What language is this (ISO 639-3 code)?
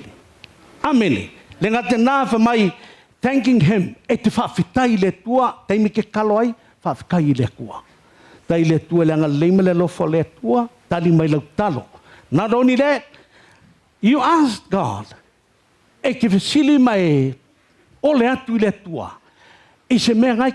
smo